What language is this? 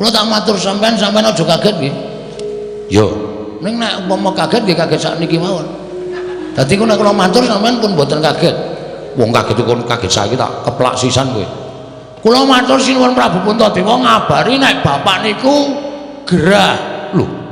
Javanese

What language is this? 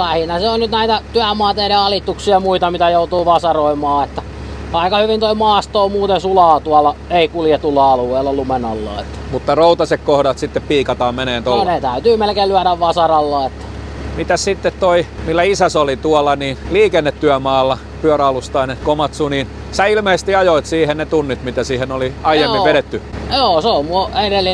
Finnish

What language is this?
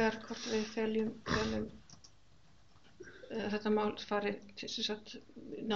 Icelandic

